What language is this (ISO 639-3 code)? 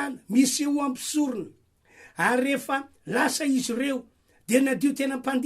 mlg